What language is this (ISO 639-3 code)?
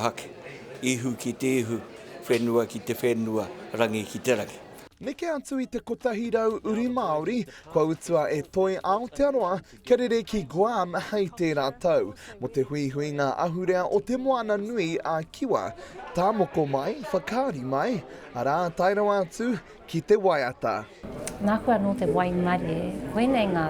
mri